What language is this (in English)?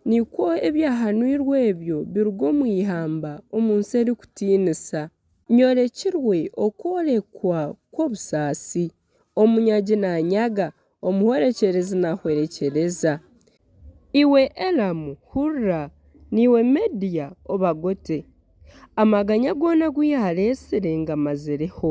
Nyankole